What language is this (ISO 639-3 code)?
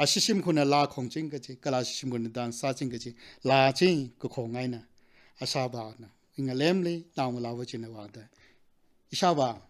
nmf